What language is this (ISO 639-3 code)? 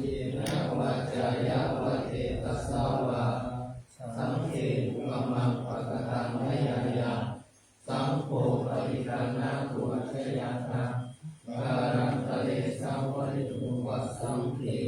pli